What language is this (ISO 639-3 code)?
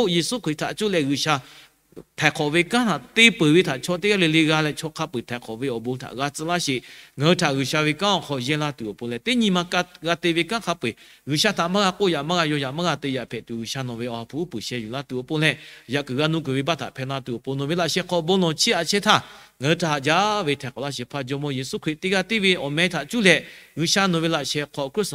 lhu